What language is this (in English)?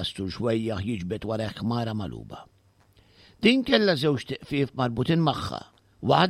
Maltese